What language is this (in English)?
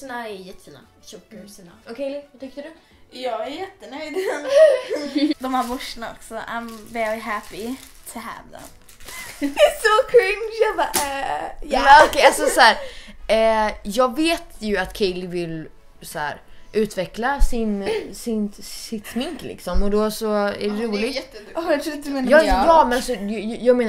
Swedish